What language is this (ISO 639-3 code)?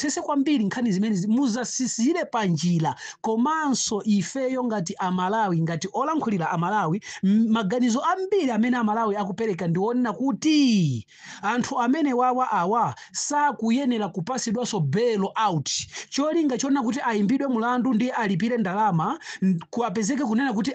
nya